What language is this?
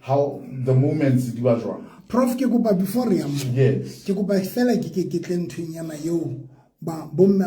Southern Sotho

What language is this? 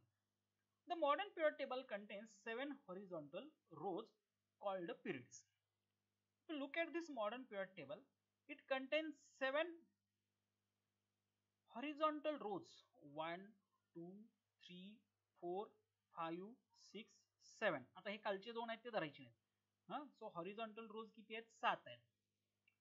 Marathi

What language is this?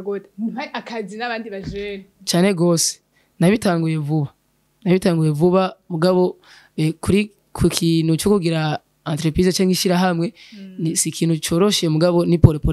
Rundi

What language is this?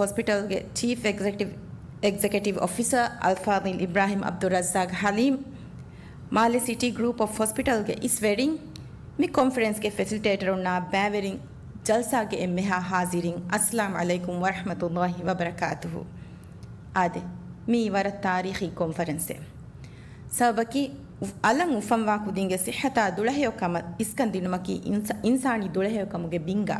Divehi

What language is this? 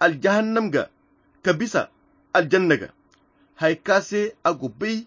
Koyra Chiini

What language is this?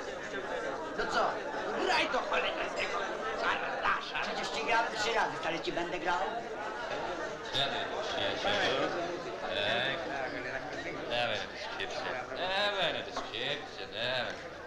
Polish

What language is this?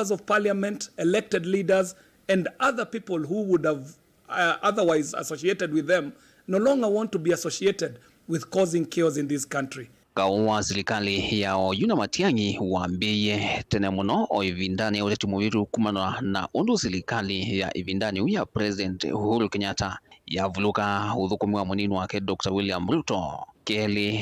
Kamba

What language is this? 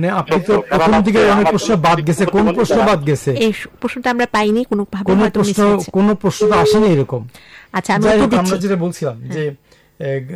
Bangla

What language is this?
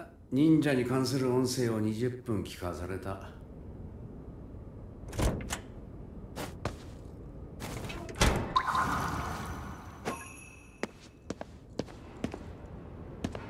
Japanese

